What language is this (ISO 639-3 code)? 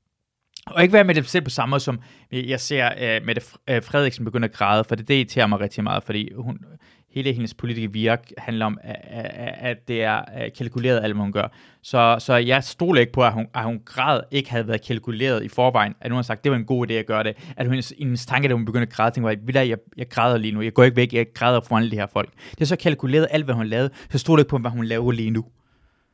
dan